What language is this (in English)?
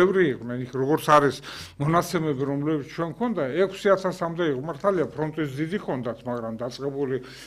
Georgian